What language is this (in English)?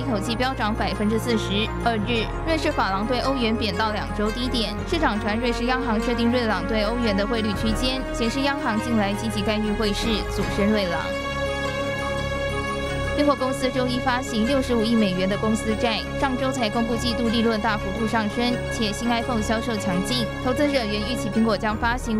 Chinese